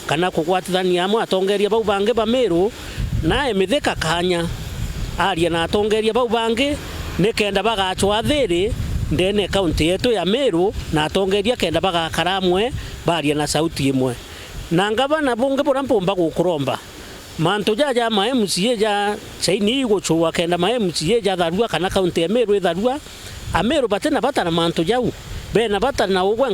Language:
Meru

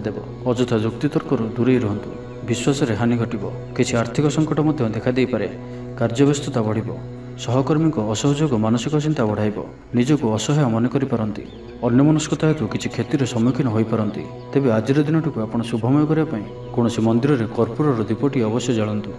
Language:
Odia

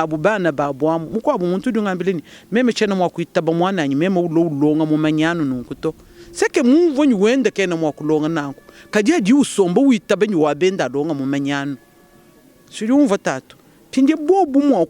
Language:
Luba-Lulua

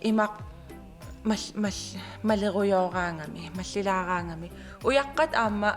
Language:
Kalaallisut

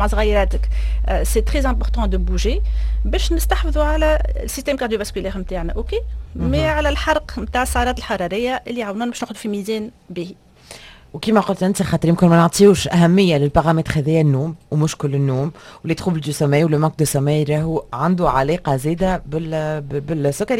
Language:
Tunisian Arabic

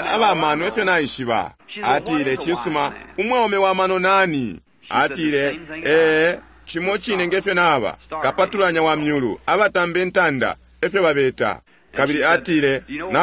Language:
Bemba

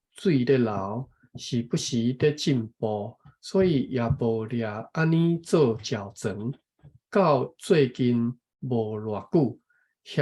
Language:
Min Nan Chinese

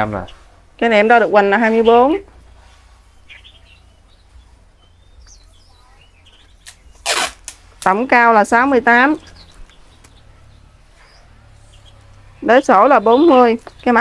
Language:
Vietnamese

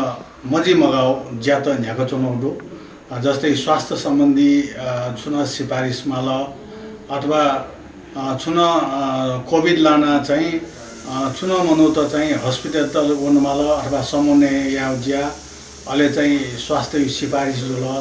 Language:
Newari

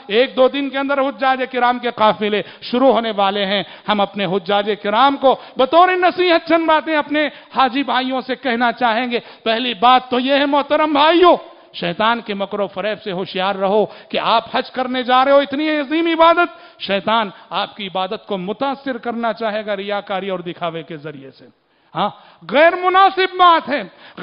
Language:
Urdu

